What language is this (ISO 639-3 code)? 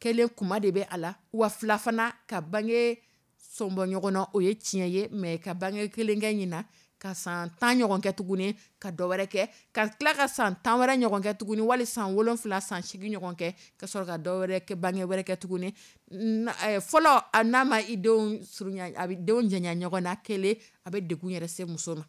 dyu